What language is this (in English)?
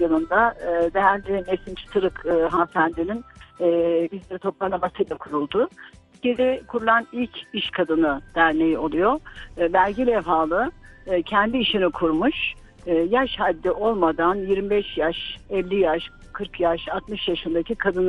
Turkish